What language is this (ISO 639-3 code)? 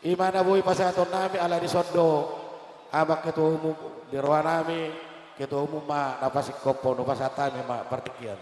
bbc